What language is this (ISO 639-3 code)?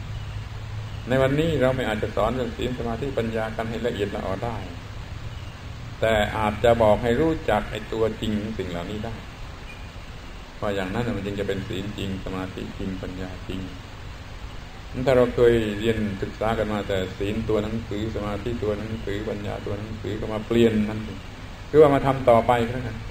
tha